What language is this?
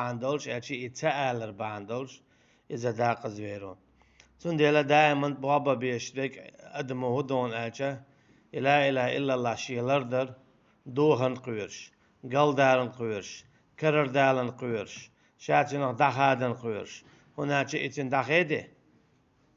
Chechen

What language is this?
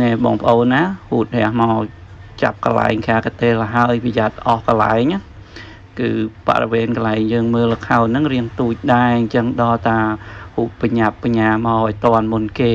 Khmer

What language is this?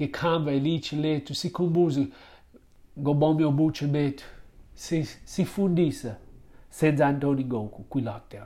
Xhosa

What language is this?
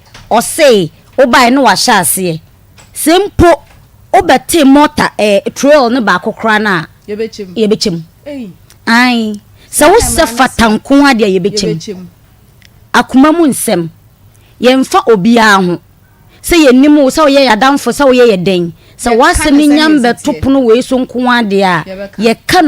Akan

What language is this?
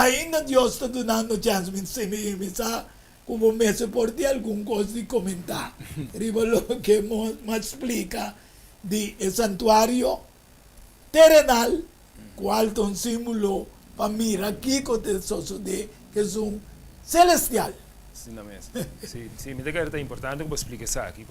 Papiamento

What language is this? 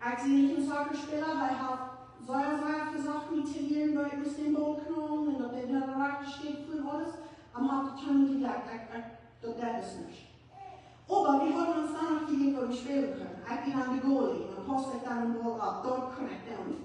Plautdietsch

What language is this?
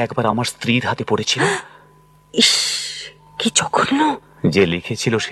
Bangla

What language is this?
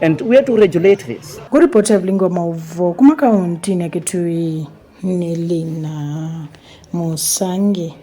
Kamba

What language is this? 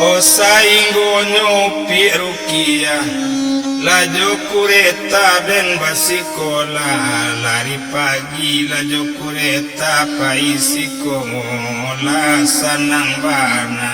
Minangkabau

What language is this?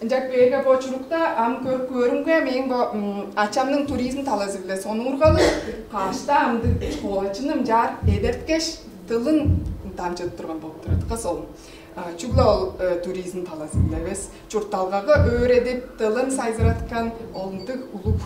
Tuvinian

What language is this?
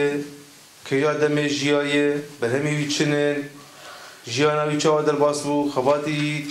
Kurdish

